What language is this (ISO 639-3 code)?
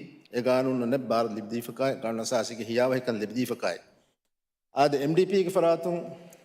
div